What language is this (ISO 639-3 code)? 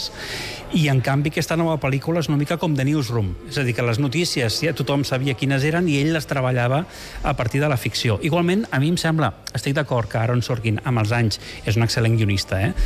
cat